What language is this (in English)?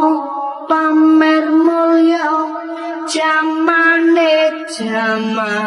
Javanese